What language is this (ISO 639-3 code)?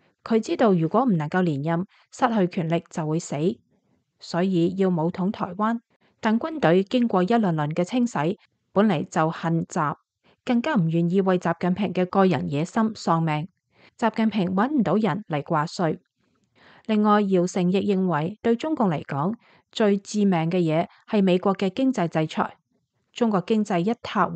yue